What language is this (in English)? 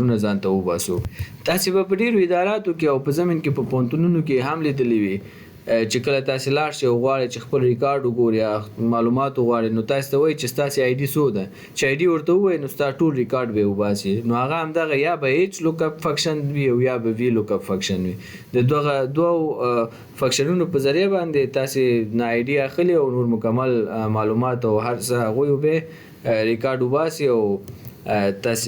Pashto